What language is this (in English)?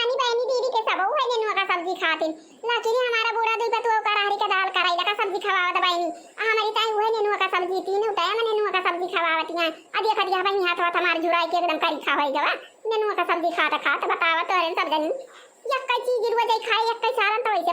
Awadhi